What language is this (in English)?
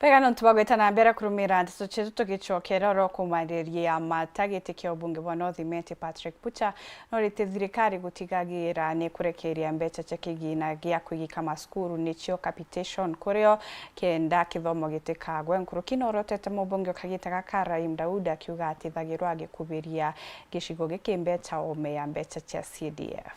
Meru